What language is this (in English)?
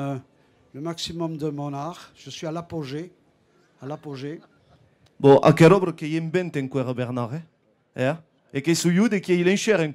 Occitan